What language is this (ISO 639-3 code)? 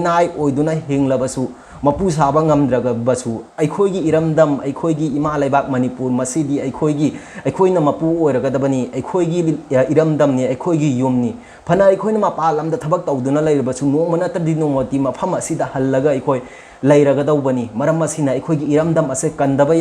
mni